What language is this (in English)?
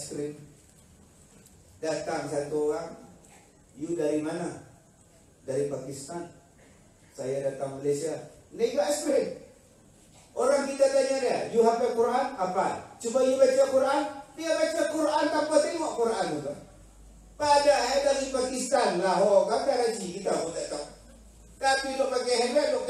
Malay